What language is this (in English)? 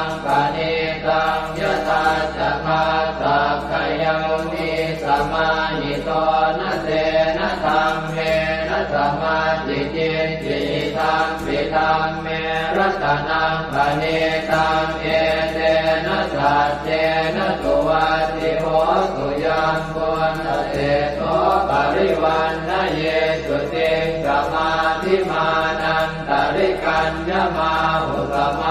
Pali